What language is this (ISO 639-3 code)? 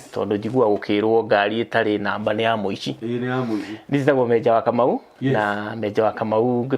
kik